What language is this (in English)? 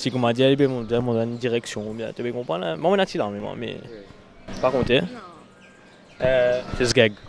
Morisyen